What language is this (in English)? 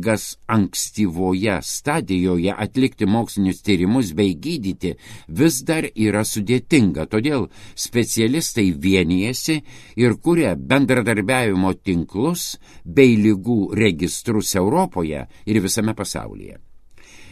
Lithuanian